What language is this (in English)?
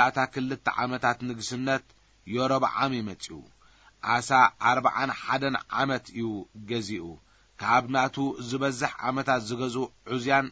Tigrinya